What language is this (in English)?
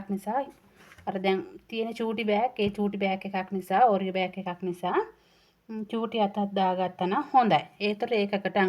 Sinhala